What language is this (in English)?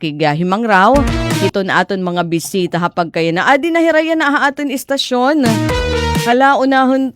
Waray